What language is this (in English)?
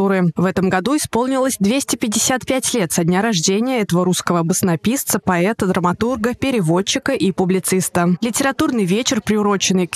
Russian